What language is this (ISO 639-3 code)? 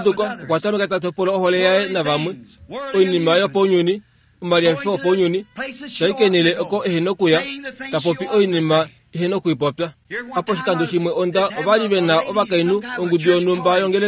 kua